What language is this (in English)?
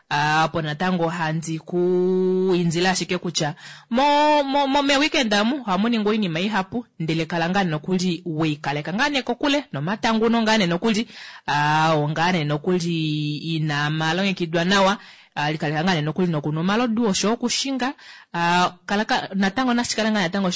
Kuanyama